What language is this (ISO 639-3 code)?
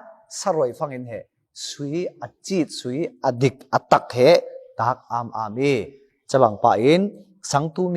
cfm